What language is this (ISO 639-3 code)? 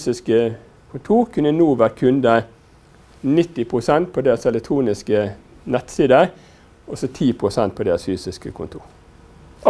nor